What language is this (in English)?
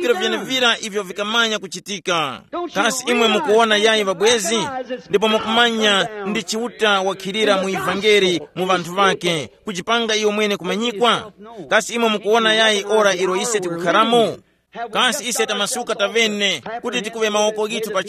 Tumbuka